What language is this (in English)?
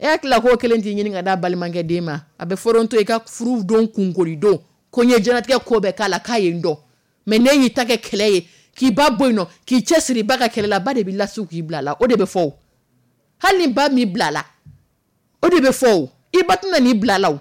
Dyula